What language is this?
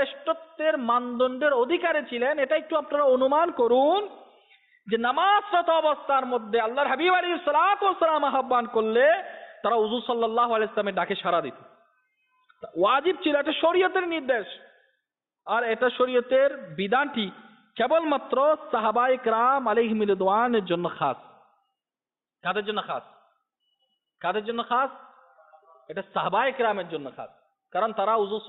Bangla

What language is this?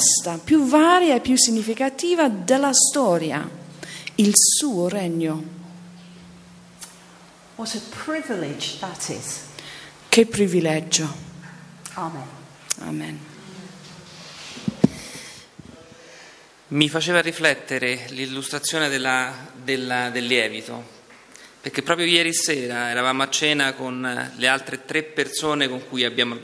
Italian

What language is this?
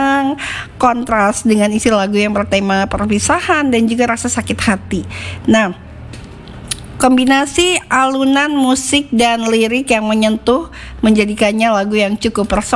Indonesian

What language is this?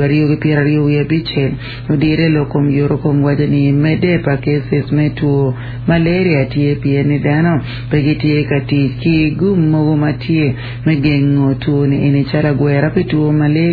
Acoli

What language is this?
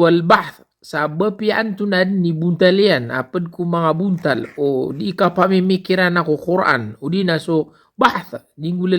Maranao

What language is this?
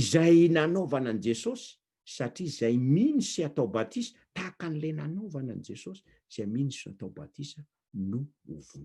Malagasy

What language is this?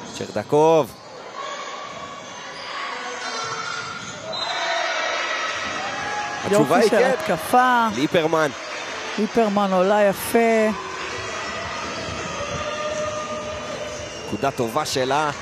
Hebrew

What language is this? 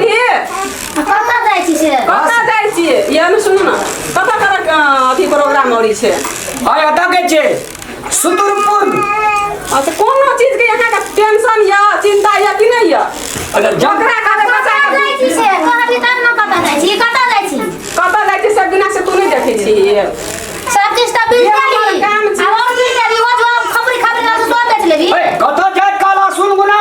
Maithili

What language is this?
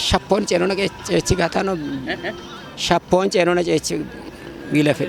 Kafa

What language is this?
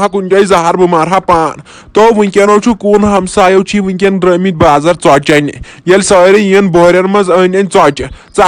Kashmiri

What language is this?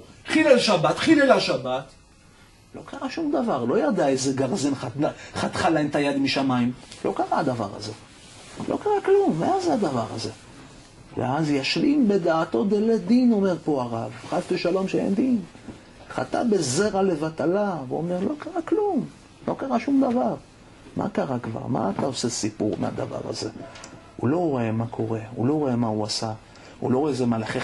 Hebrew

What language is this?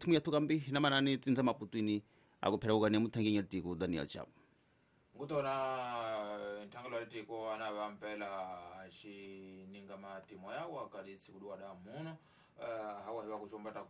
Tsonga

